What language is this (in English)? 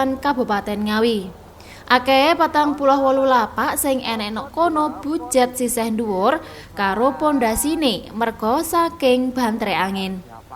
Javanese